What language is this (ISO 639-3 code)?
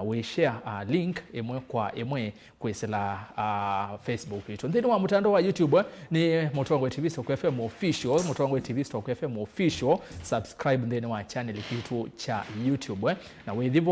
kam